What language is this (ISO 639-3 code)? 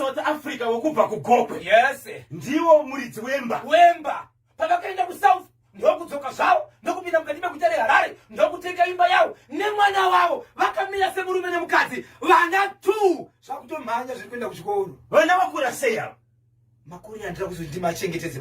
sna